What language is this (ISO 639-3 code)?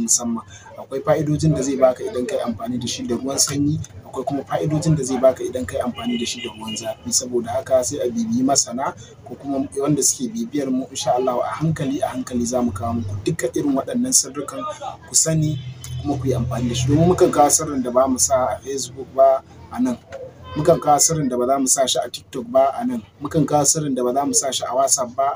hau